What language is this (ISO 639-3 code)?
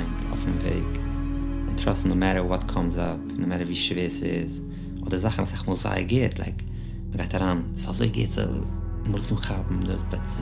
yid